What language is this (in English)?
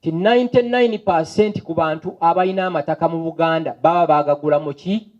Ganda